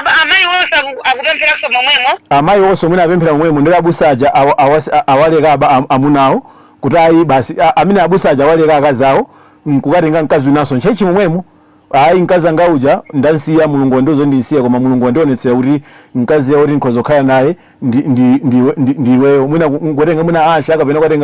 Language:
Nyanja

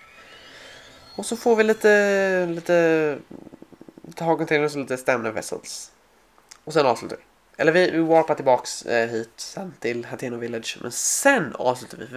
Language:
Swedish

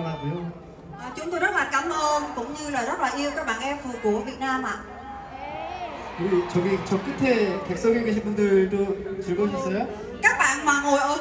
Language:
Korean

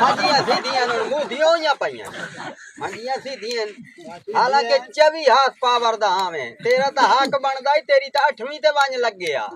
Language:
Saraiki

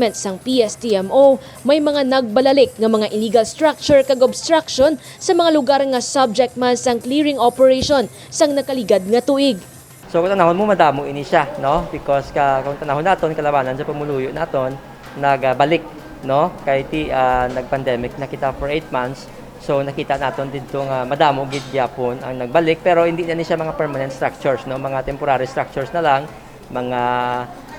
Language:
Hiligaynon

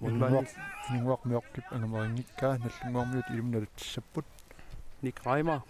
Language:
Kalaallisut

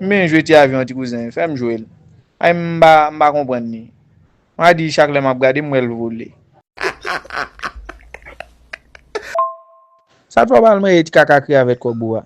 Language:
Haitian Creole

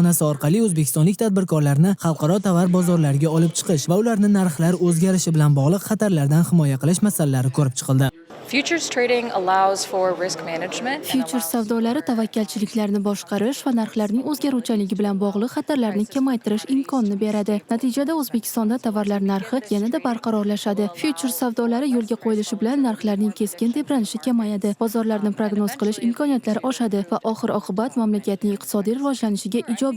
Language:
Uzbek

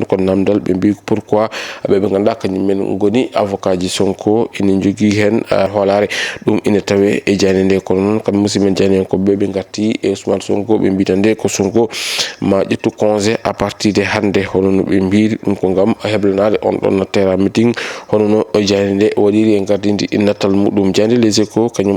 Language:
Fula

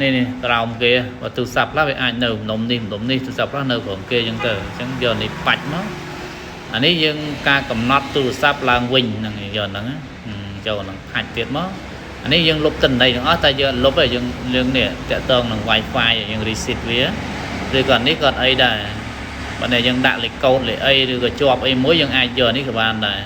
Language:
Khmer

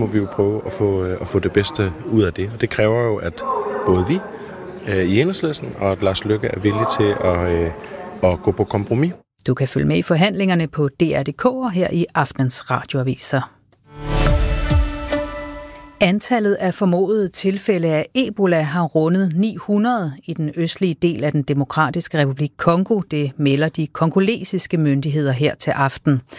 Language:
Danish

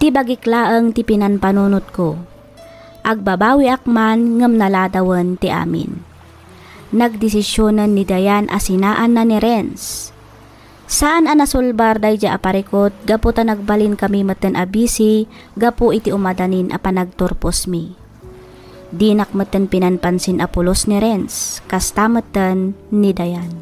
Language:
Iloko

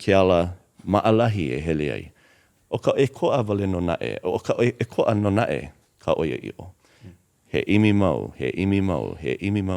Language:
Hawaiian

